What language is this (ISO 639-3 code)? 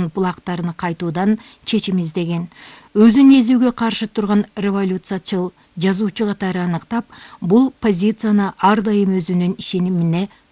kir